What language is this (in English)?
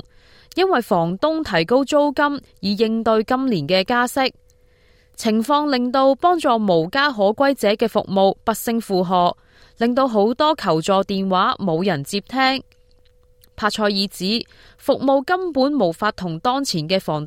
Cantonese